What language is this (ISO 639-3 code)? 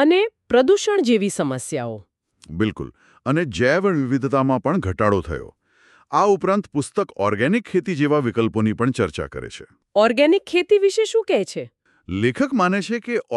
guj